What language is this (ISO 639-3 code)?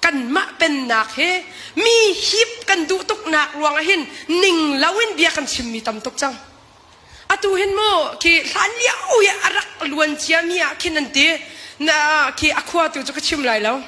cnh